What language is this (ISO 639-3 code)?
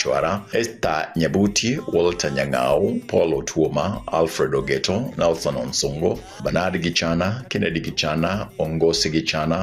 guz